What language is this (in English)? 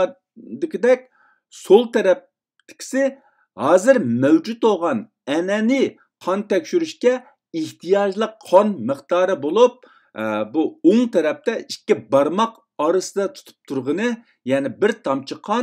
Uyghur